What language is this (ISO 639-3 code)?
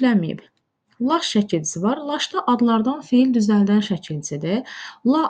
aze